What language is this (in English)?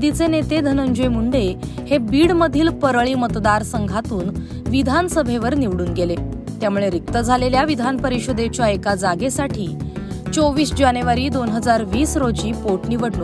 Marathi